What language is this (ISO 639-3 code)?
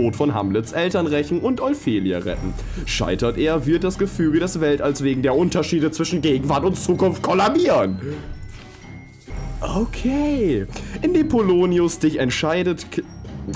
deu